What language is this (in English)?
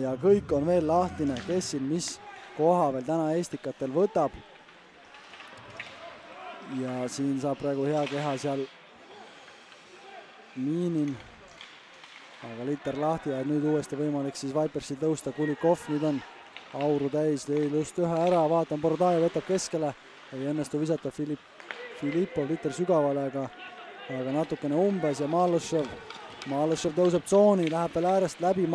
Estonian